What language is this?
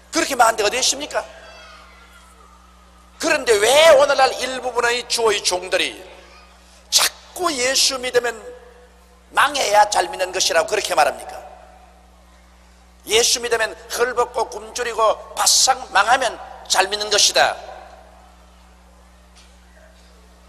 Korean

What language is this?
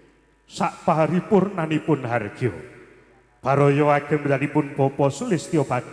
Javanese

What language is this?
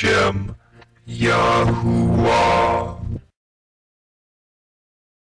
English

